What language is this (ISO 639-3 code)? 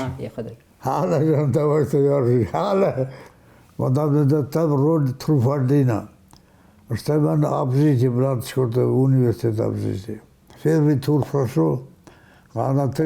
oss